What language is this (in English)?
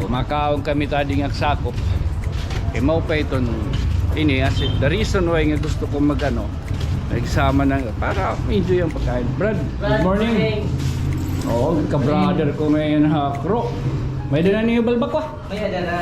Waray